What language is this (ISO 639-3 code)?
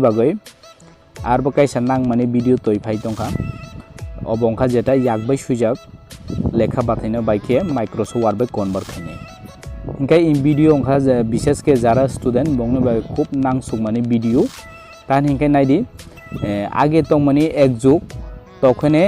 trp